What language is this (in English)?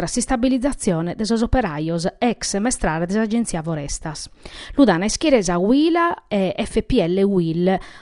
Sardinian